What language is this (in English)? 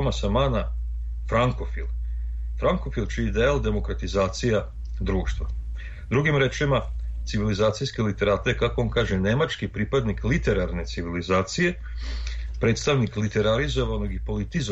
Serbian